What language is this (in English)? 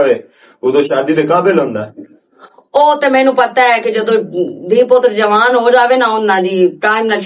Western Panjabi